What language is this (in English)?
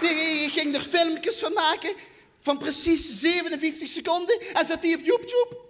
Limburgish